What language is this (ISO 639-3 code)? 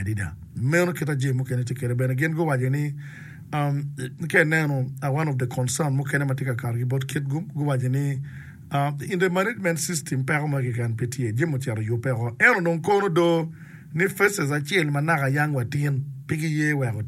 ach